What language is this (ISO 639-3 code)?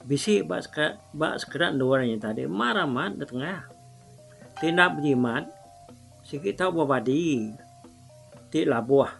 iba